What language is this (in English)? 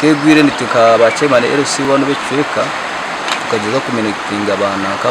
Nyankole